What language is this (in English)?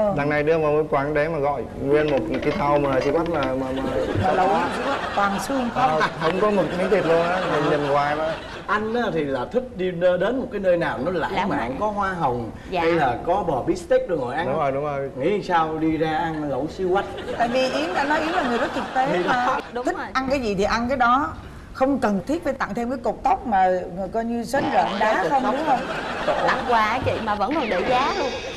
Vietnamese